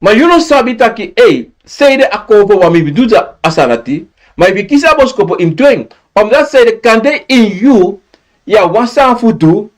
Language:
Sranan Tongo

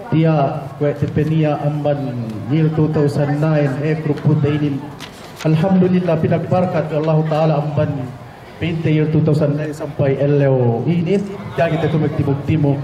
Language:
Yakan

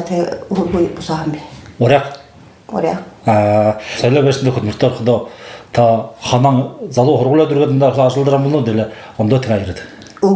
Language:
Buriat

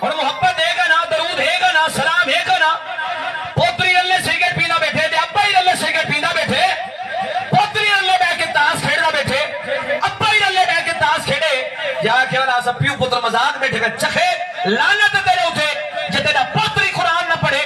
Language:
Saraiki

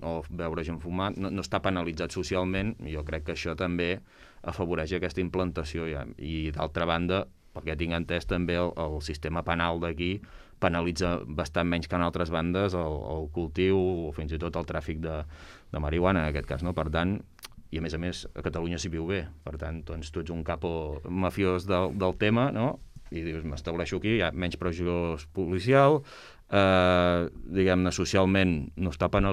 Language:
Catalan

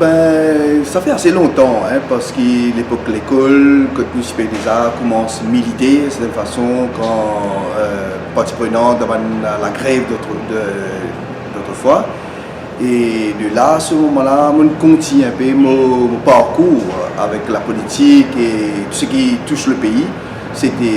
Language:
Morisyen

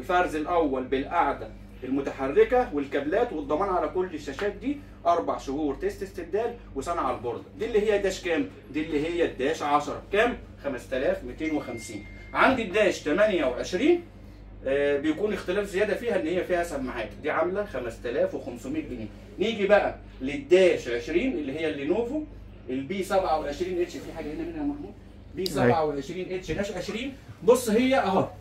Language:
Egyptian Arabic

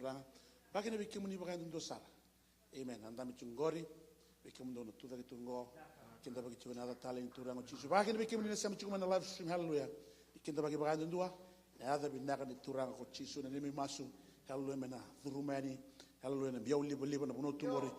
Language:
Fijian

